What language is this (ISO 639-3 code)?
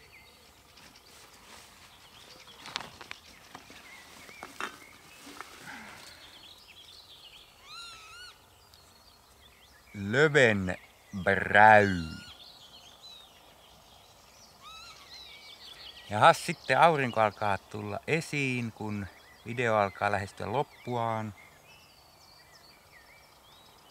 fin